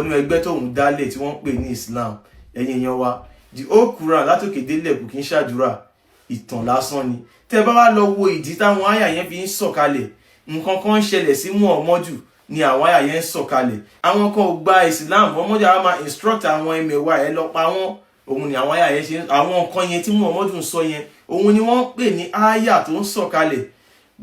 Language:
Yoruba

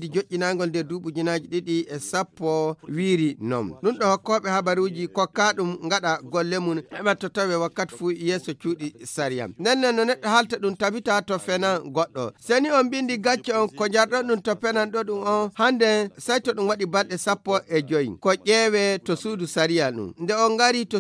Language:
Fula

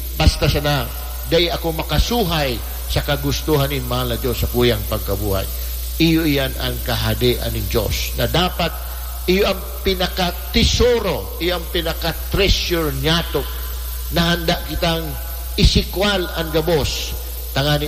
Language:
Bikol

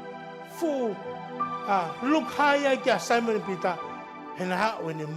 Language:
Tongan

